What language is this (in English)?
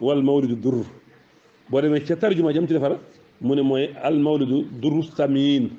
Wolof